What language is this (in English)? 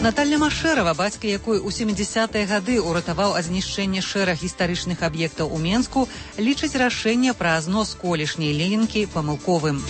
Belarusian